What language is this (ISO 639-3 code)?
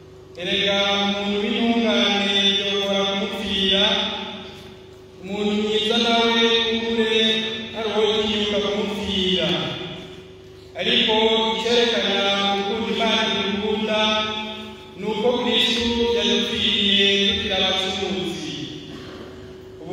run